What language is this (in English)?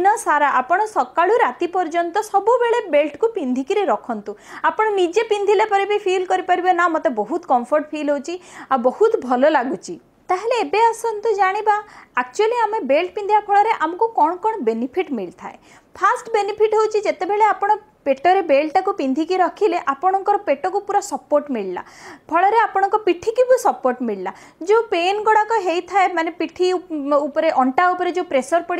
Odia